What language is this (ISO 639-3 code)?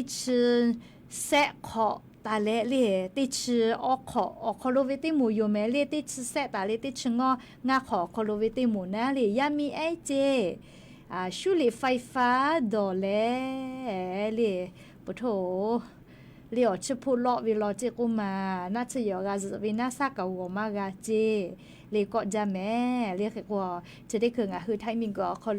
lhu